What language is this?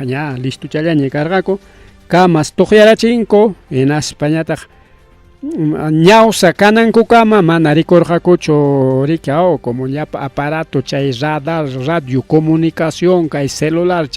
Ayacucho Quechua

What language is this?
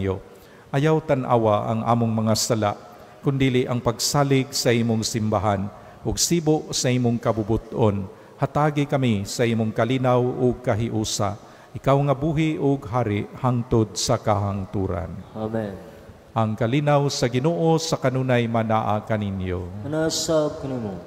Cebuano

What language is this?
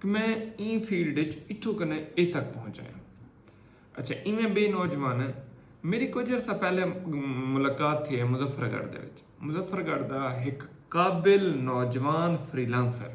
Saraiki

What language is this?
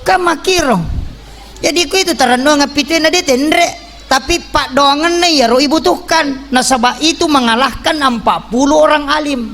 Buginese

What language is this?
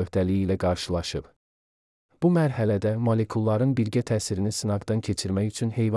Azerbaijani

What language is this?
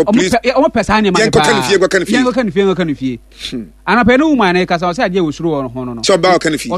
Akan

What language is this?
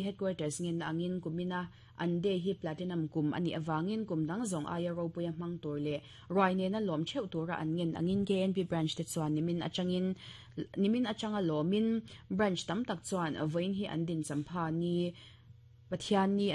Mizo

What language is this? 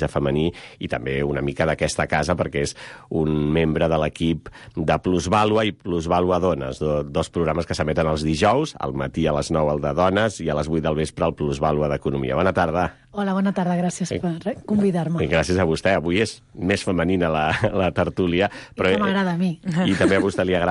Catalan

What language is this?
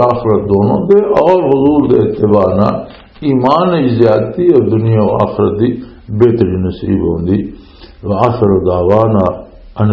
Western Panjabi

